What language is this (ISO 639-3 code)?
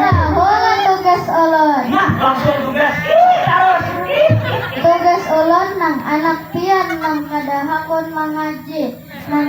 bjn